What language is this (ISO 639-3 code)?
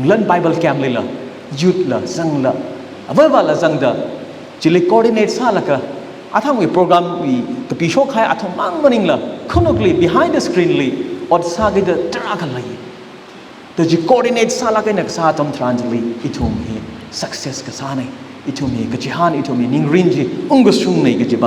nmf